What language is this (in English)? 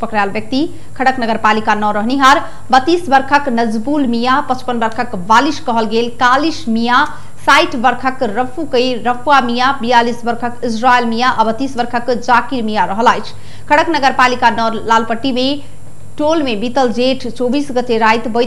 Maithili